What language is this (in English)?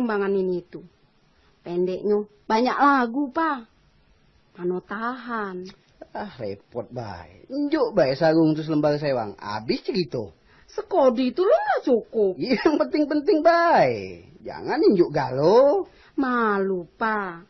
Minangkabau